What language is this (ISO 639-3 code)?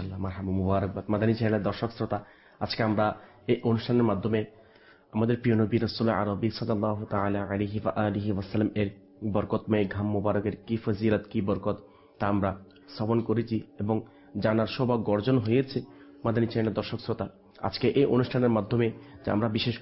ben